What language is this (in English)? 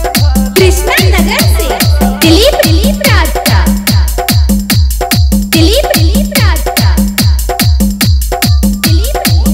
Bhojpuri